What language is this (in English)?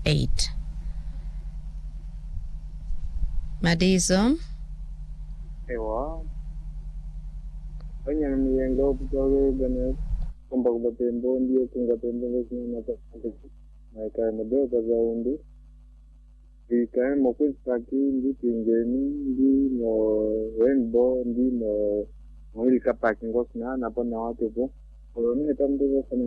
Swahili